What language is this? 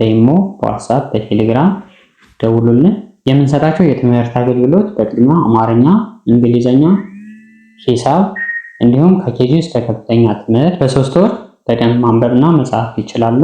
Amharic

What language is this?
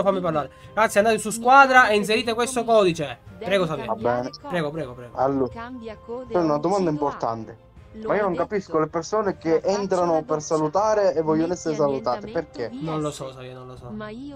Italian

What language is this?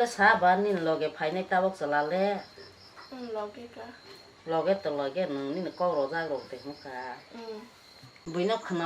Kok Borok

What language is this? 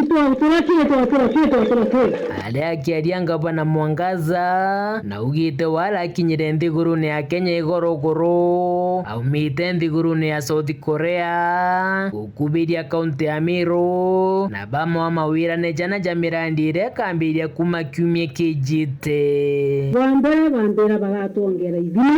Meru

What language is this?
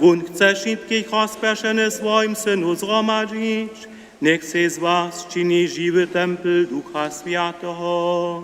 Upper Sorbian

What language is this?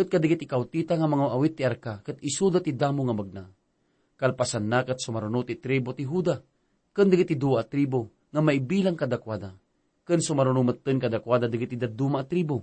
Iloko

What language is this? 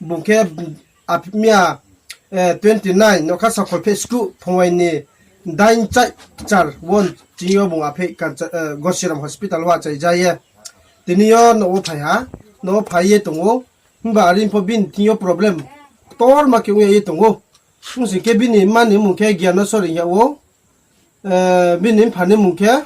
Riang (India)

